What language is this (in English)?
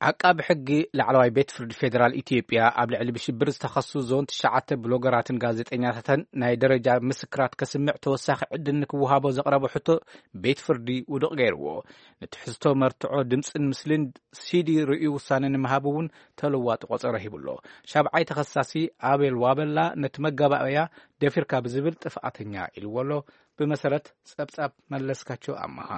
Tigrinya